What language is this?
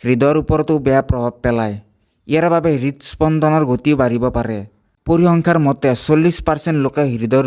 Assamese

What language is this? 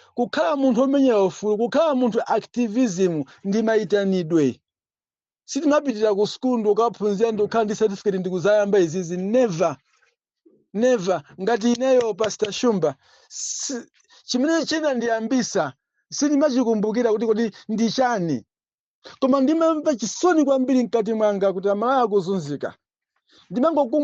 Nyanja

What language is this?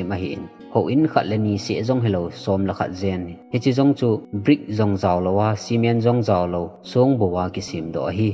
Thado Chin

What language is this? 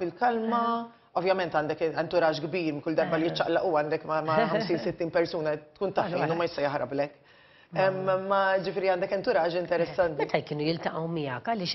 Maltese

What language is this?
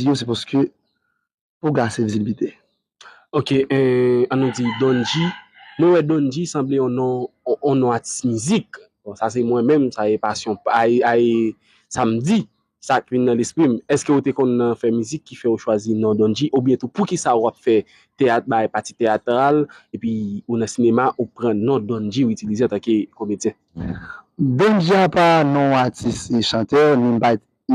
Haitian Creole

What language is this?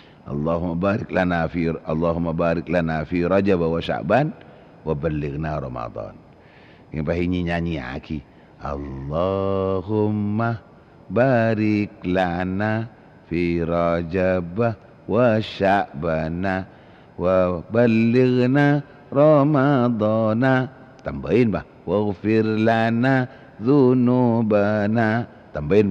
Madurese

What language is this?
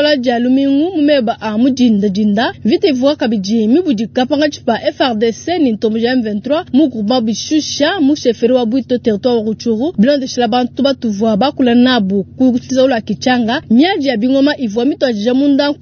Luba-Lulua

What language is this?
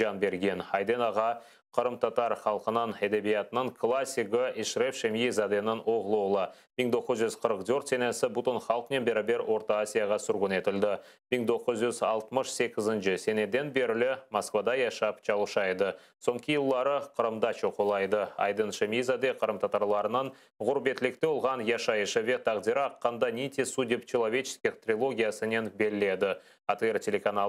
Crimean Tatar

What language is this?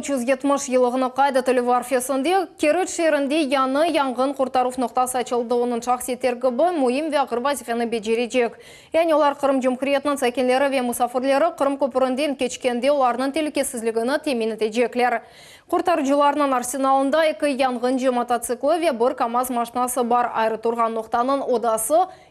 Crimean Tatar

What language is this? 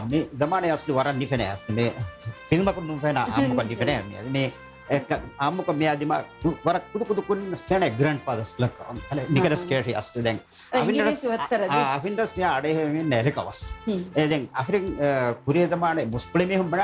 Divehi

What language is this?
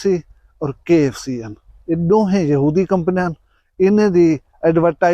Saraiki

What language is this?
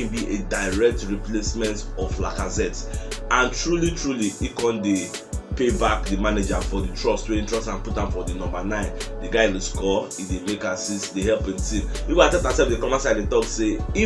Nigerian Pidgin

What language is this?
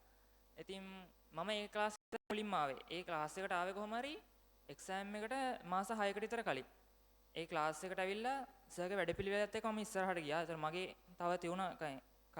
Sinhala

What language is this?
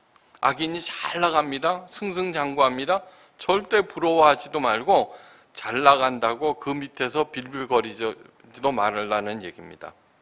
Korean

